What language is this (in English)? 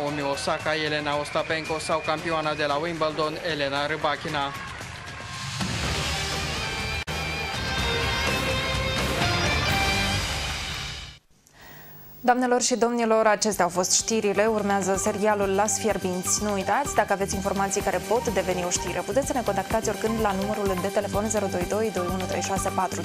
Romanian